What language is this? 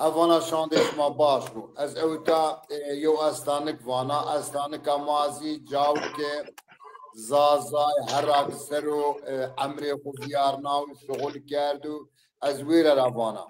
Zaza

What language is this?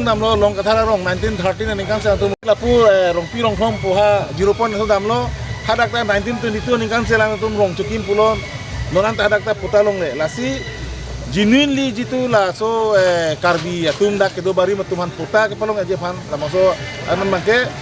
Karbi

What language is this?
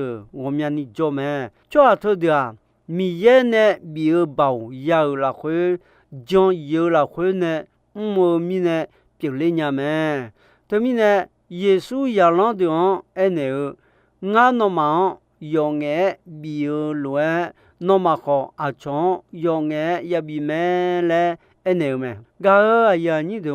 Akha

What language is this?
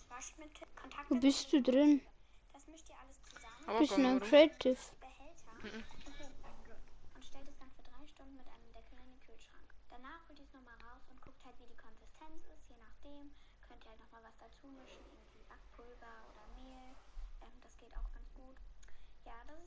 Bavarian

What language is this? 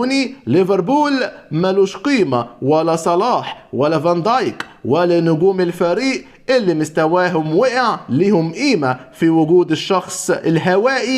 Egyptian Arabic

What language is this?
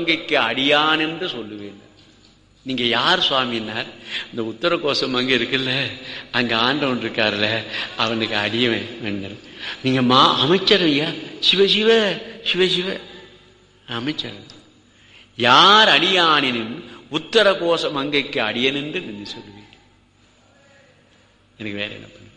Tamil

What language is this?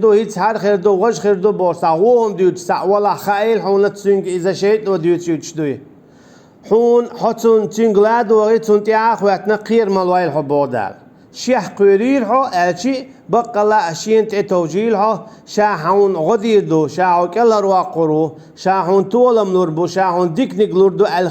Chechen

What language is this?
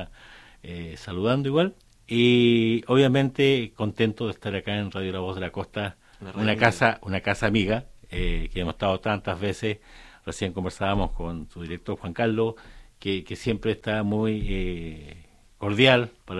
Spanish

